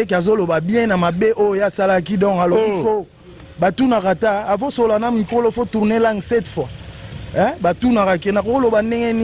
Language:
Lingala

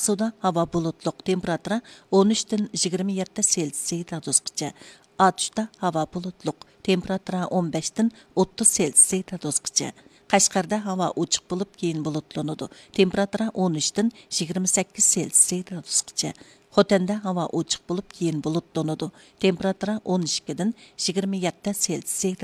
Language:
Uyghur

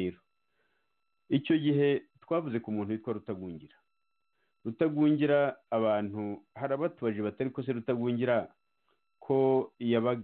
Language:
Kinyarwanda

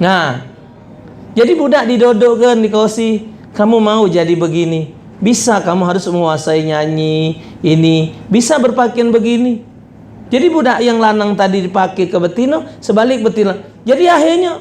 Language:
Musi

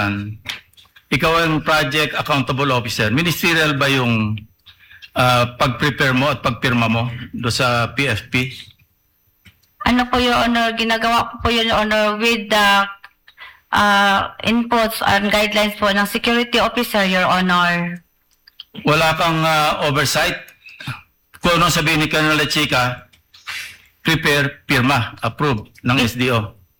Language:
Filipino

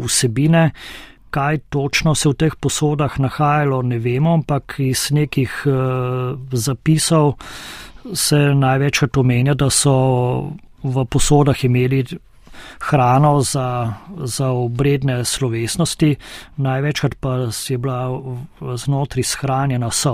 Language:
Slovenian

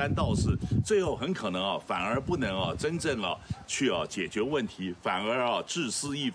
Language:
Min Nan Chinese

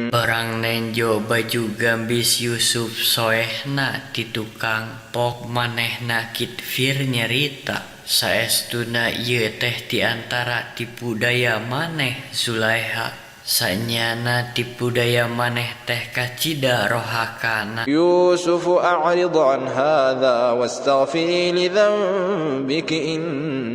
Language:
Sundanese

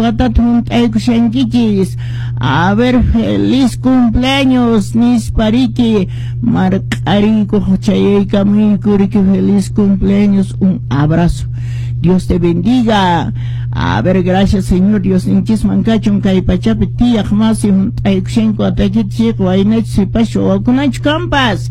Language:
Quechua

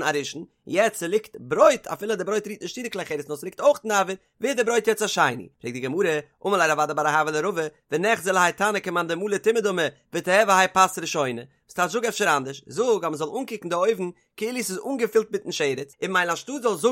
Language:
Yiddish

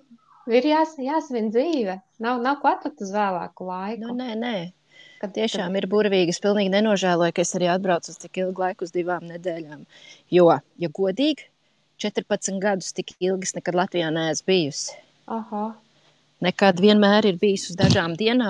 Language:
Latvian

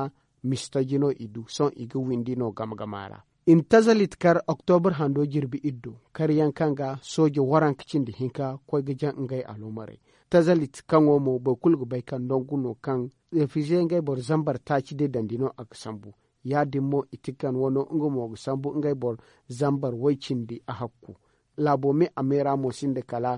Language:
Zarma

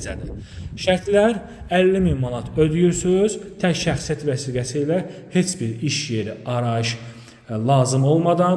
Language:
Azerbaijani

